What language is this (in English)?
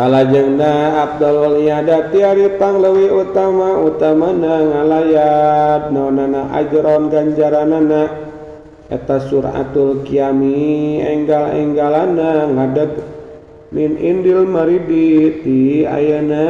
Sundanese